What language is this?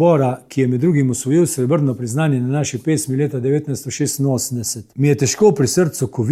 Slovenian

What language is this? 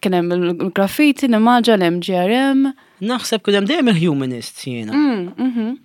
Maltese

